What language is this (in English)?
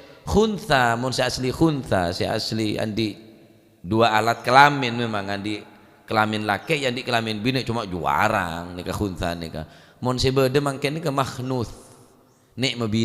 Madurese